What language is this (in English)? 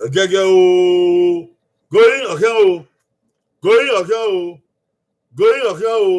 Bini